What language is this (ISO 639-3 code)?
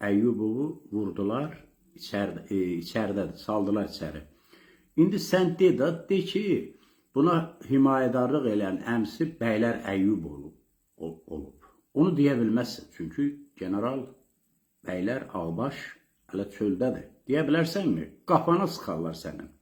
aze